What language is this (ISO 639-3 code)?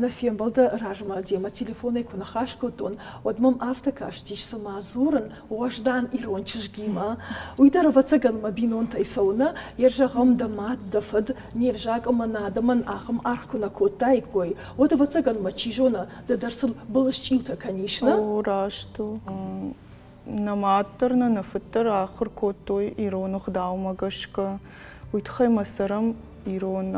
oss